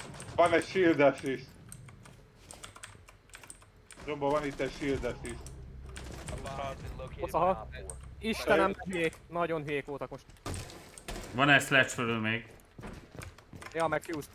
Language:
Hungarian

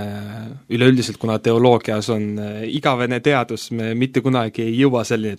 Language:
Estonian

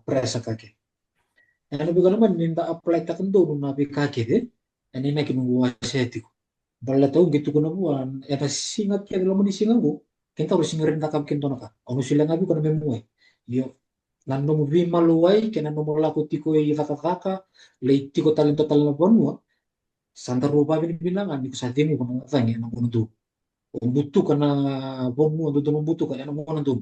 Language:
Fijian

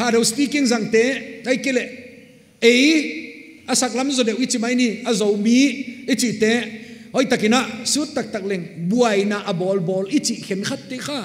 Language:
Paite Chin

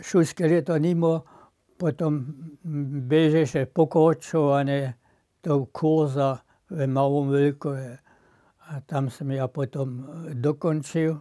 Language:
Upper Sorbian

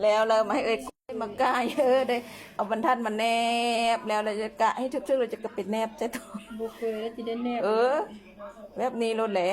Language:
Lao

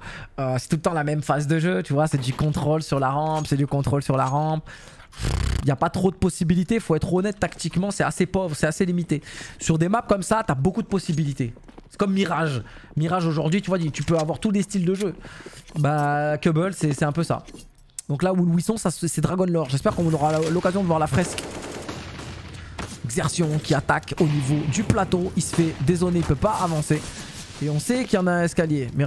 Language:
French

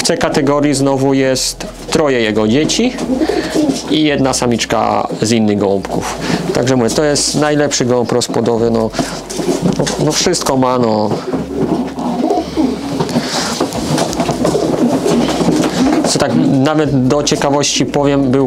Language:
Polish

